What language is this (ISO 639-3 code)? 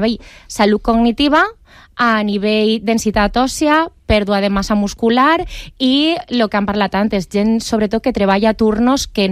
cat